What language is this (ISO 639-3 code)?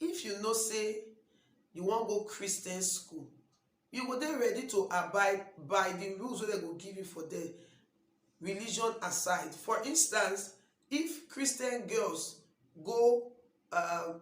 pcm